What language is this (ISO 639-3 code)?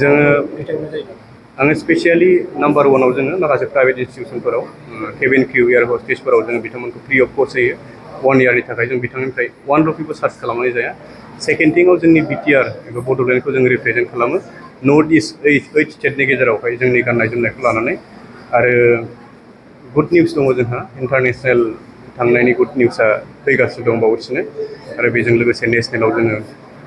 brx